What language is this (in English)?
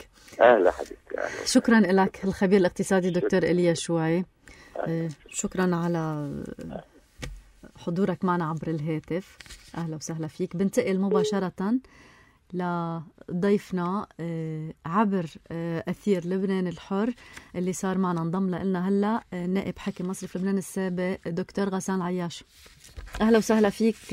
North Levantine Arabic